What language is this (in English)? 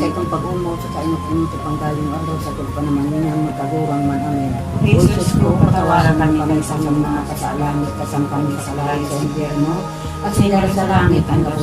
Bikol